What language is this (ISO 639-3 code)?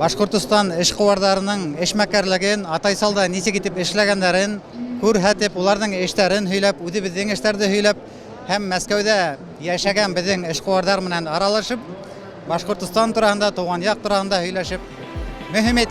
bak